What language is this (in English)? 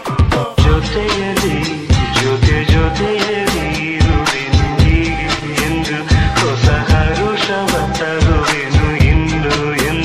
Kannada